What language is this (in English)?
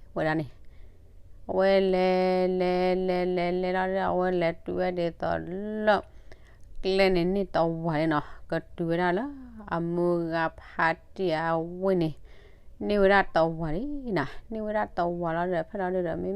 S'gaw Karen